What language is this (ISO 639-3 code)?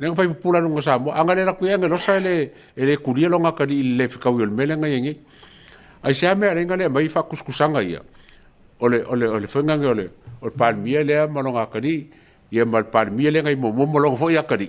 smo